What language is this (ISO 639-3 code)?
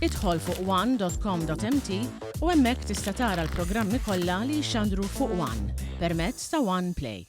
mlt